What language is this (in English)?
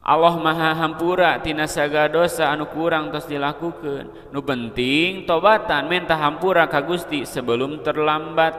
Sundanese